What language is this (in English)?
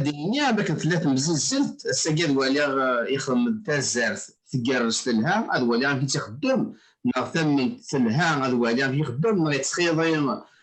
Kabyle